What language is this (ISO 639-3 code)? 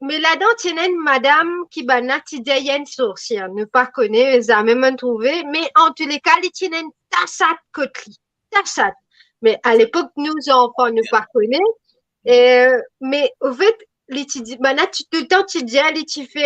mfe